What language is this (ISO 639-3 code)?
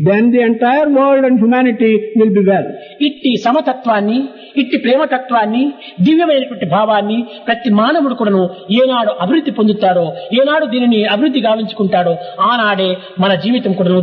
tel